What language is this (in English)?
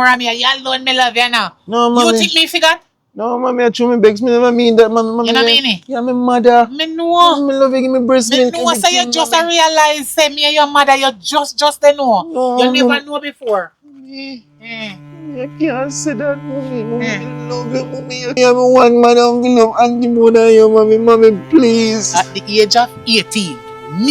Jamaican Creole English